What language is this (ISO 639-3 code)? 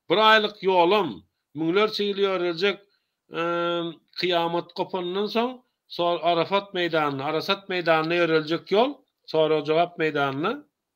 tuk